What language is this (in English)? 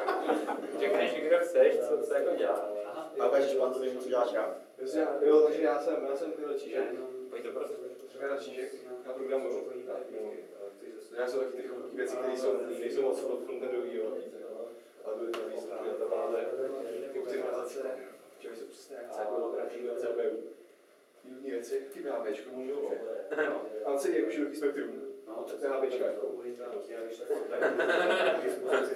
Czech